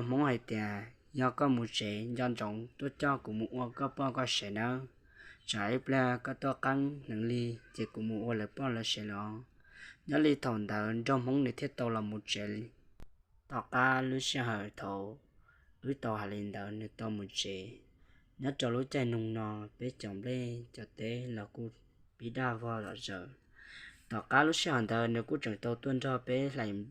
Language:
Hmong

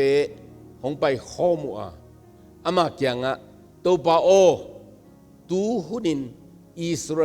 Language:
Tedim Chin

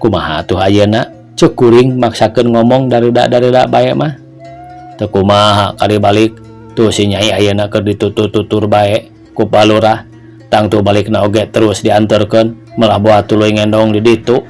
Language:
Sundanese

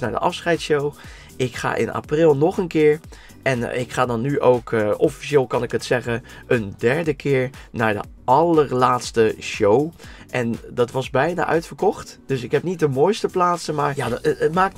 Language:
Dutch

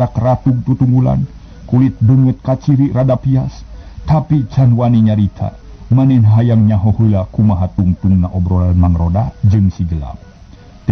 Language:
Sundanese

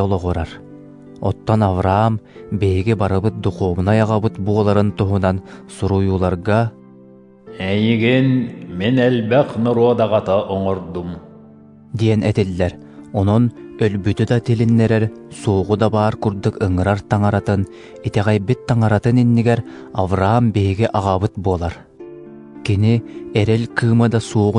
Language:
Yakut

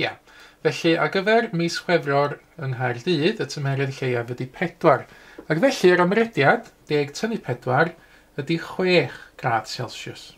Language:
Welsh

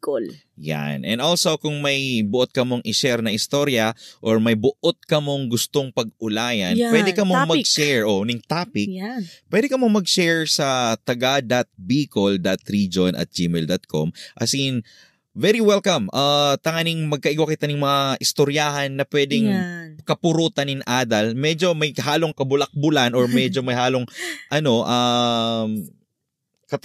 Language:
Bikol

